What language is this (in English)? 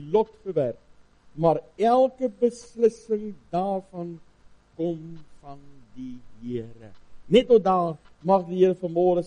Afrikaans